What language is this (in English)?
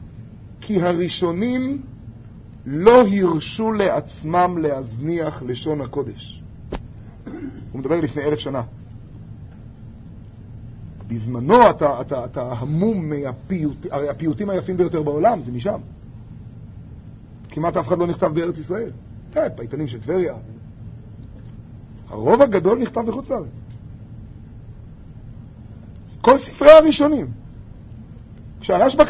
Hebrew